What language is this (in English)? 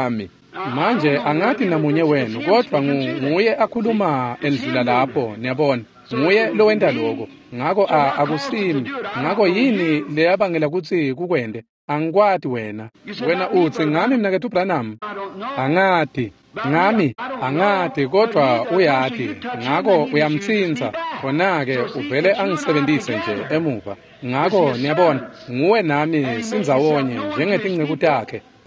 Swati